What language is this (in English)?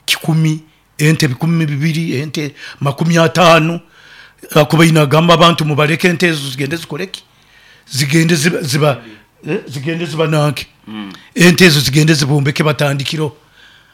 Nyoro